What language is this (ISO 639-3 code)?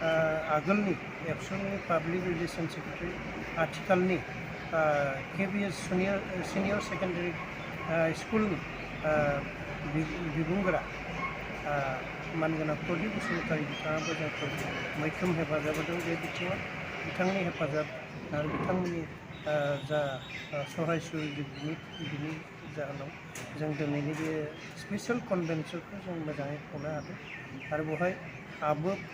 brx